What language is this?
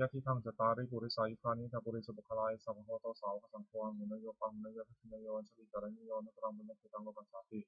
Pali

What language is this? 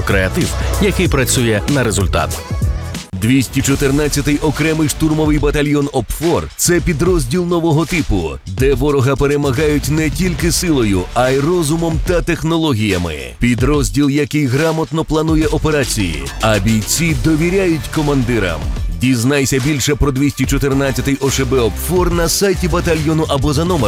Ukrainian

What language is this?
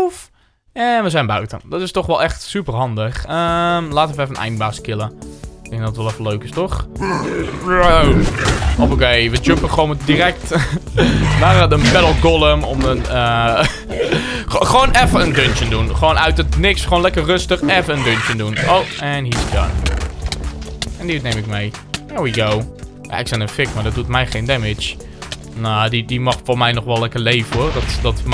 Dutch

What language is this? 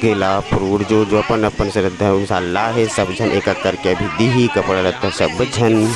Chhattisgarhi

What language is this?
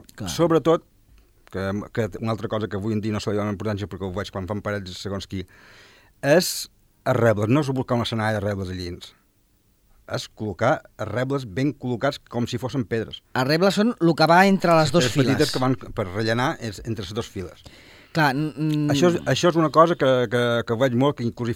Catalan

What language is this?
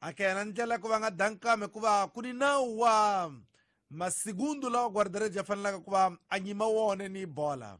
Tsonga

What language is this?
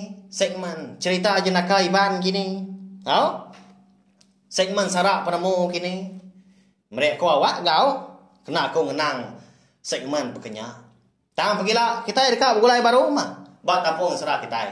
Iban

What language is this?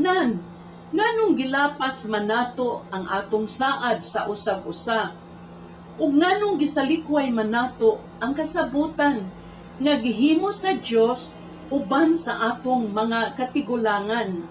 Cebuano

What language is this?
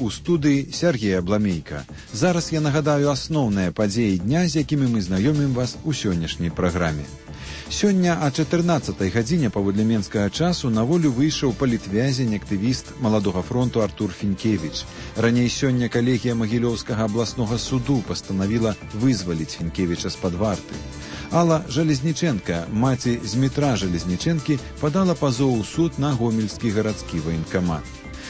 Belarusian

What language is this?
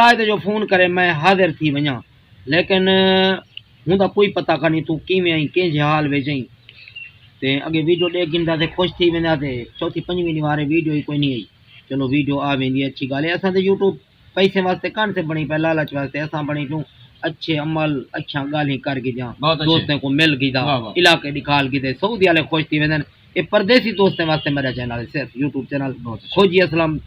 Saraiki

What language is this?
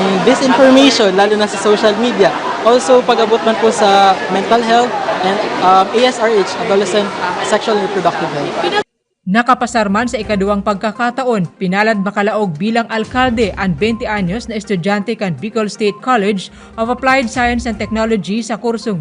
Bikol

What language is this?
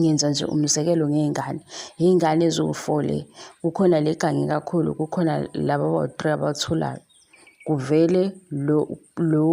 Zulu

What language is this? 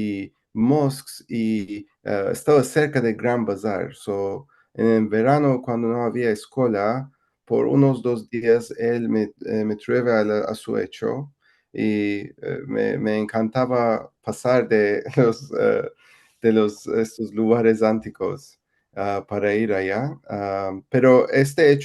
Ladino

